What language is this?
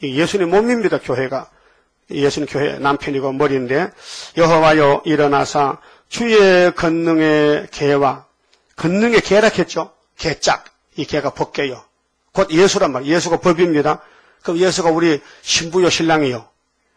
Korean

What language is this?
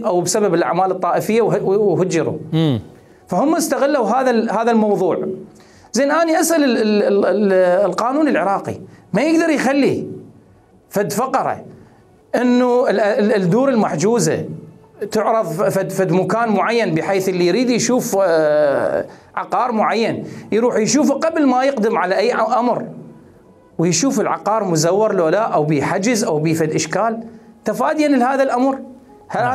Mesopotamian Arabic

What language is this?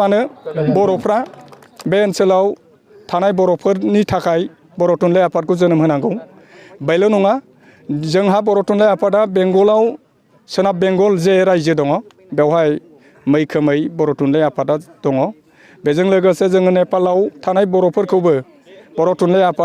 Bodo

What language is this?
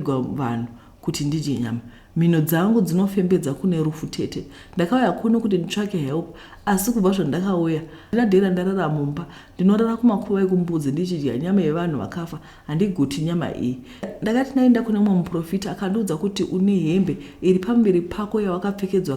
Shona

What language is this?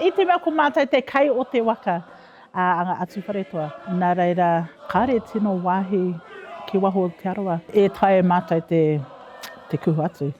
Māori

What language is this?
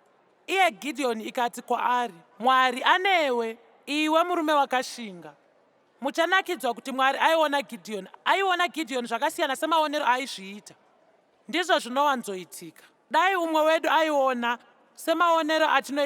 Shona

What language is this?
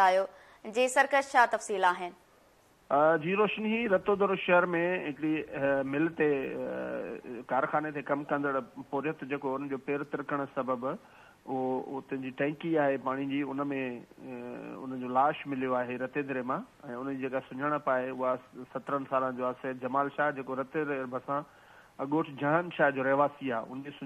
Sindhi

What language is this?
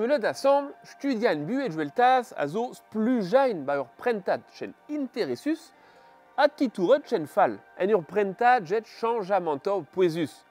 Breton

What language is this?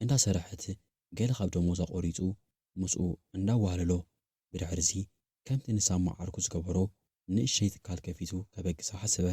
Tigrinya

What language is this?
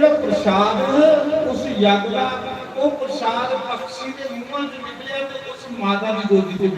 Dogri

